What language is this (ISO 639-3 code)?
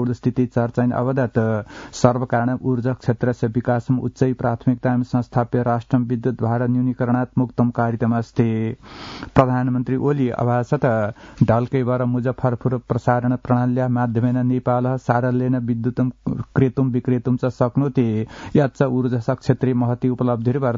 san